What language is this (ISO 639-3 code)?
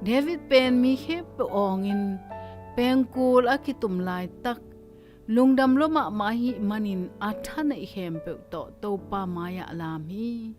ctd